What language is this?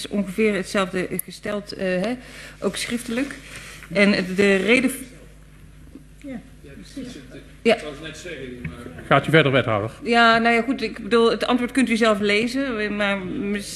Dutch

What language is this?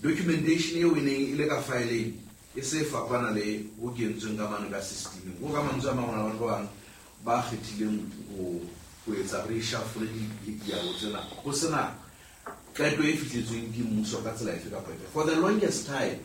Southern Sotho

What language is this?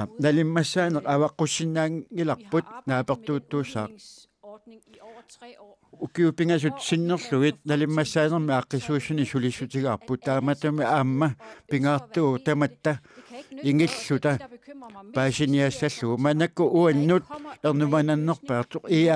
Kalaallisut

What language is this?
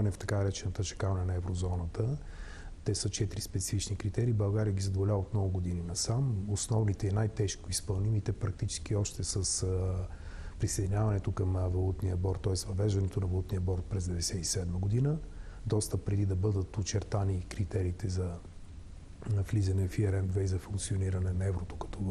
Bulgarian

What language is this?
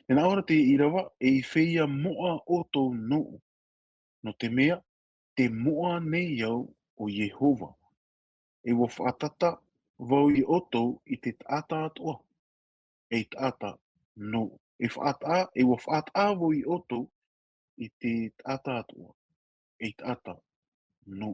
Tahitian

